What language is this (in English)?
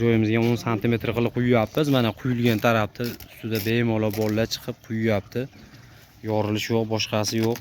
Uzbek